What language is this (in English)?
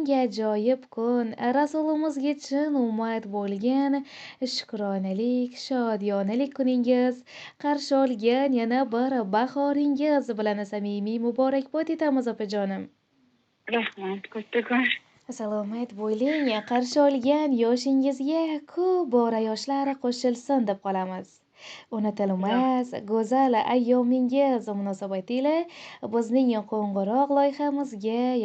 Uzbek